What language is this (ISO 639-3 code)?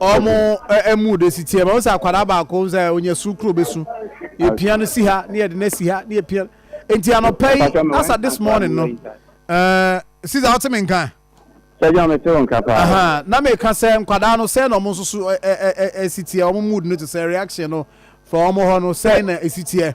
aka